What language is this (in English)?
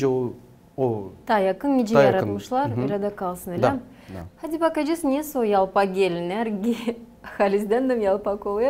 Gagauz